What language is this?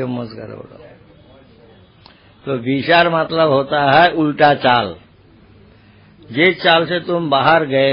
Hindi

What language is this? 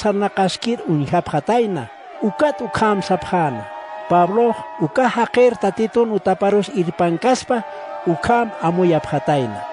Aymara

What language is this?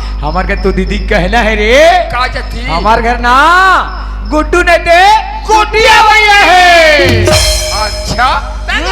Chhattisgarhi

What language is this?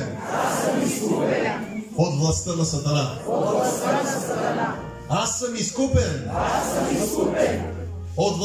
Bulgarian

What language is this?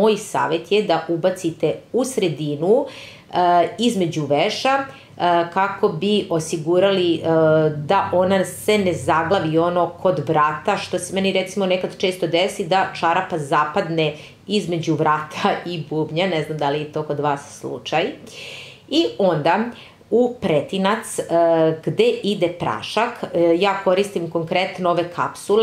Serbian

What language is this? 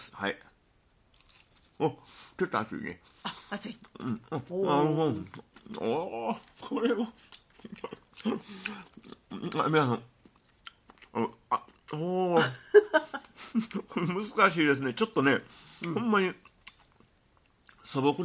Japanese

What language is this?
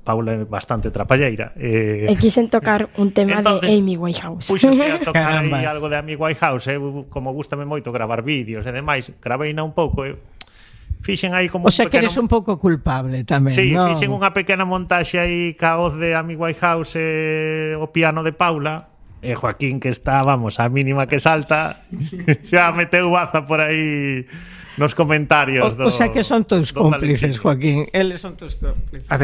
Galician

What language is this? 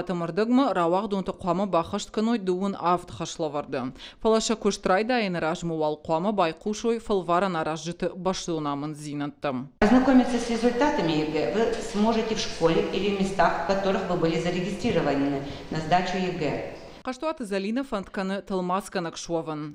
Ossetic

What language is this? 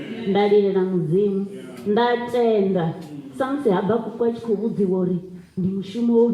Venda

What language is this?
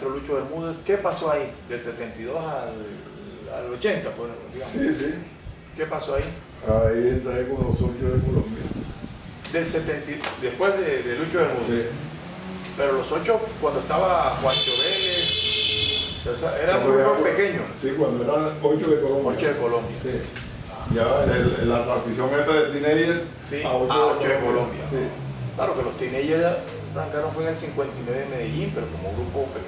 Spanish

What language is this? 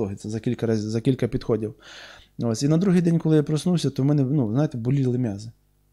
Ukrainian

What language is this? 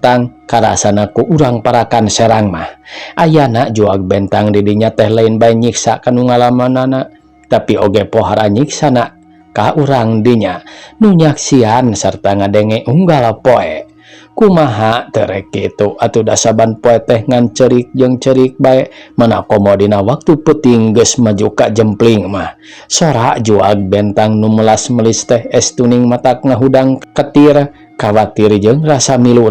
Sundanese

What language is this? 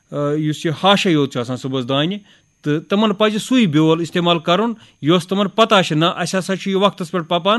Kashmiri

